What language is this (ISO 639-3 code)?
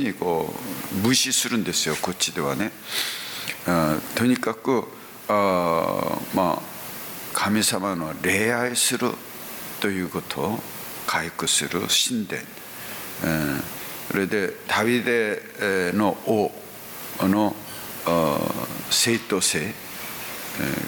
jpn